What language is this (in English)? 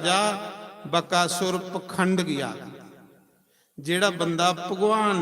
Dogri